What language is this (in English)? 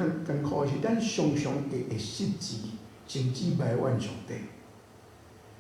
Min Nan Chinese